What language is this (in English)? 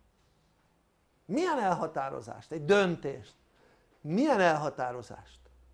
Hungarian